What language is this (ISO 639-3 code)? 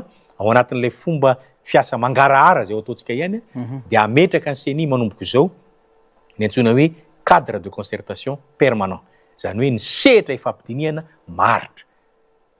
mlg